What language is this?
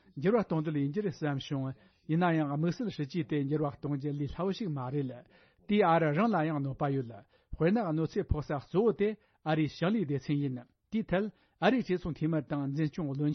Tibetan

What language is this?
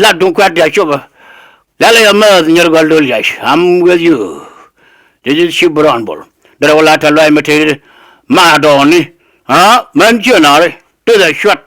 Nuer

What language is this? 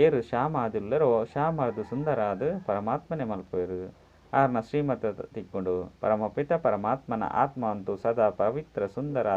Tulu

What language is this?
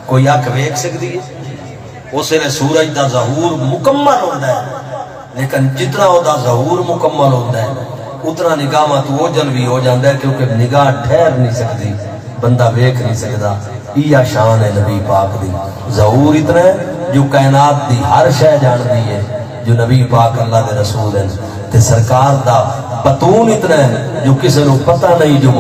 Saraiki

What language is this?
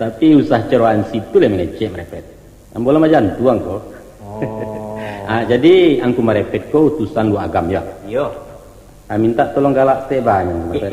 Minangkabau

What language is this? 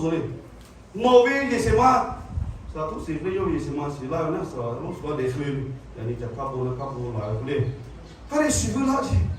Lahu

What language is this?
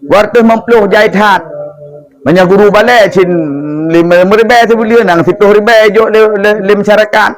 Achinese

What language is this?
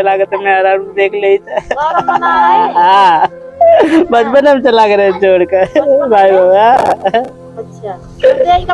Awadhi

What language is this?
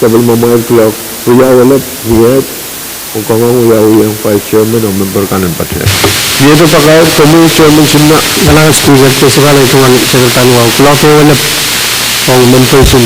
Pohnpeian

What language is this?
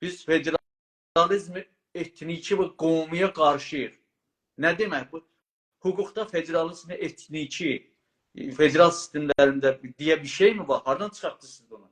South Azerbaijani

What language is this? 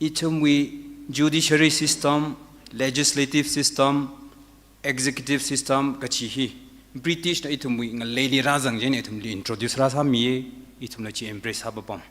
Tangkhul Naga (India)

